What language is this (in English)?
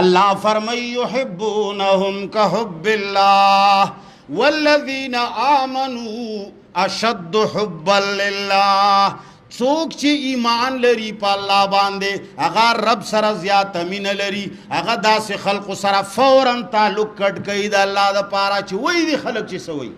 Pashto